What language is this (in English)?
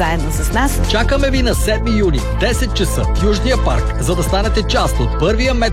Bulgarian